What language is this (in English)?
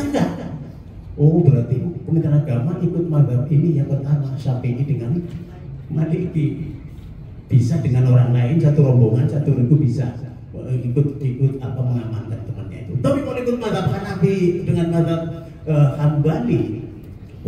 Indonesian